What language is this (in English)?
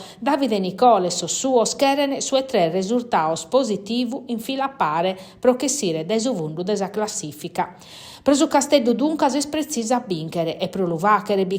Sardinian